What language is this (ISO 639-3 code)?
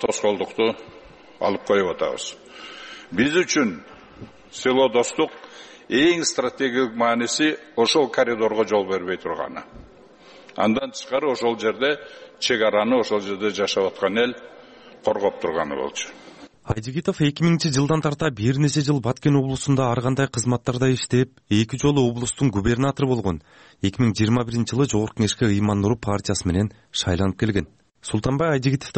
kir